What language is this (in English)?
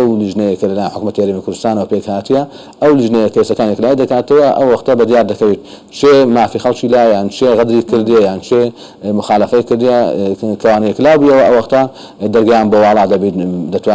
Central Kurdish